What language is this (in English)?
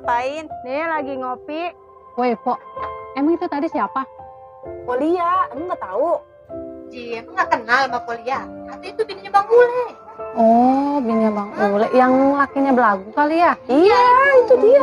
Betawi